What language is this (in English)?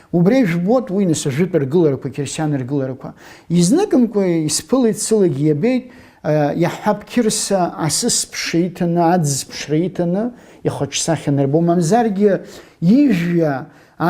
Abkhazian